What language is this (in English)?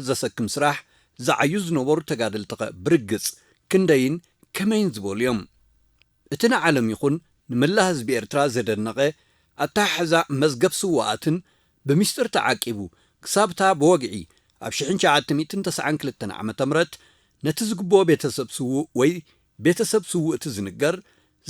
Tigrinya